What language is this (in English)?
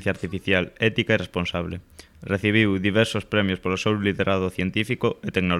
Galician